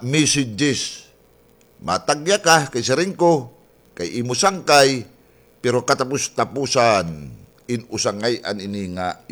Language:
Waray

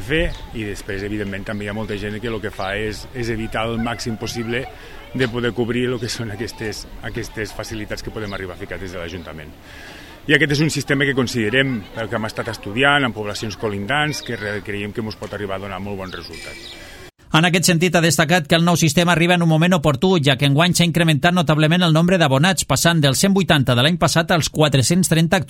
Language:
Catalan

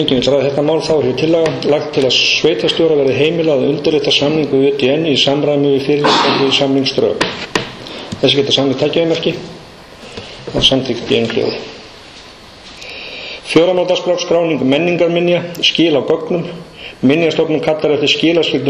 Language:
Icelandic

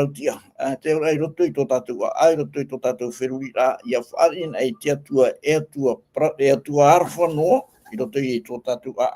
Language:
Tahitian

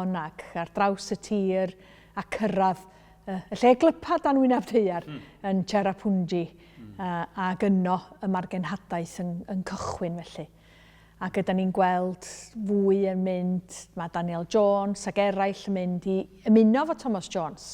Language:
Welsh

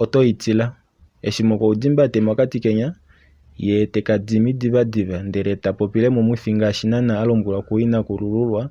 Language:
Kuanyama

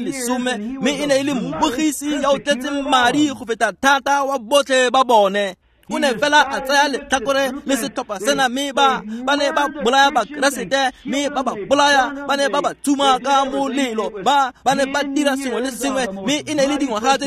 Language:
Tswana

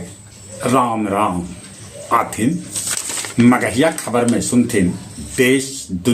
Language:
Magahi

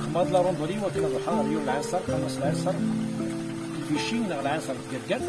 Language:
Kabyle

